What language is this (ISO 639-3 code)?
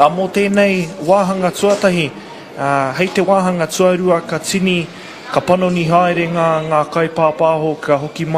mri